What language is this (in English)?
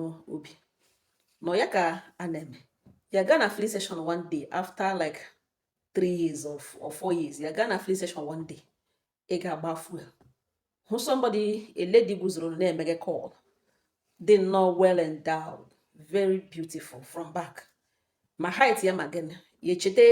Igbo